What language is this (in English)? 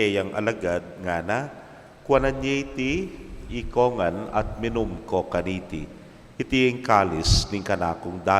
Pampanga